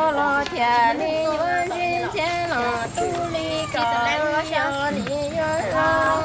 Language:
Hmong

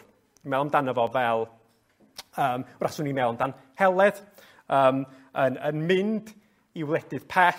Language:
Welsh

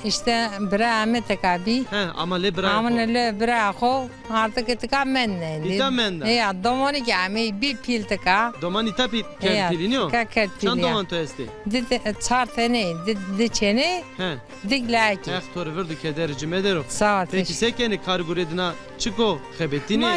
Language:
Zaza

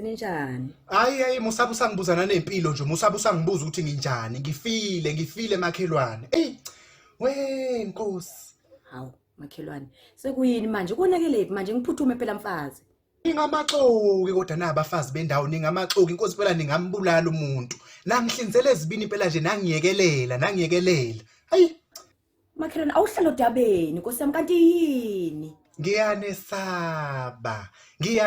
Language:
Zulu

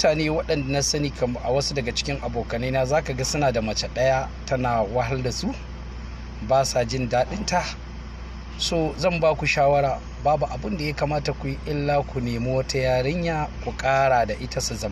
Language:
Hausa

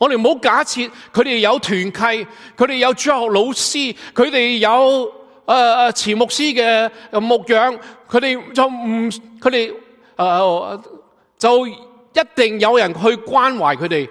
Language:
Cantonese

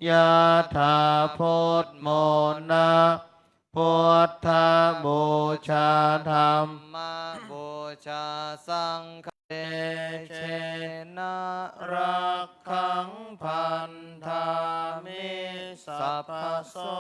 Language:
Pali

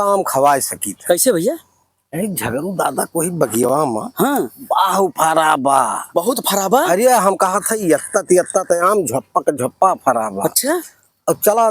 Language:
Awadhi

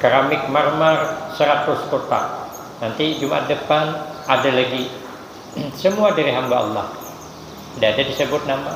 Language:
Banjar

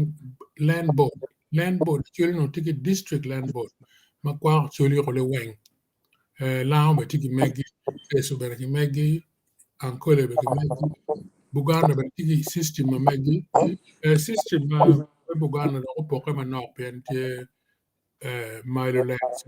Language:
Acoli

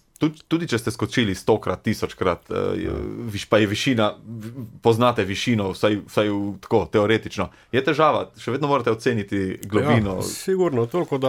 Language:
Slovenian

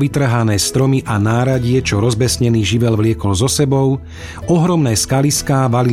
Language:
Slovak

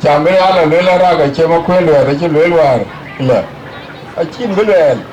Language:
Dinka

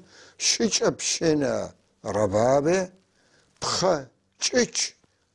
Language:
North Levantine Arabic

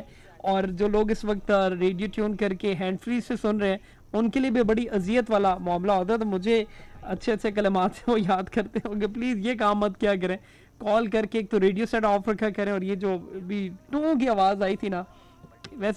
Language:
Urdu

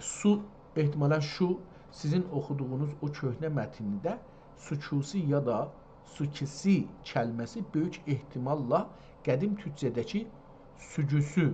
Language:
South Azerbaijani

